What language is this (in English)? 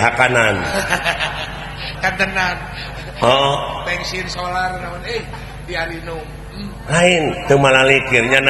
Sundanese